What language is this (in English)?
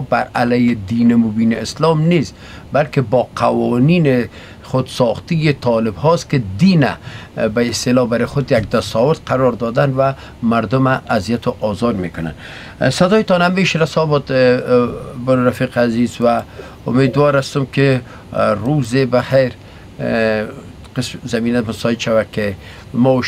Persian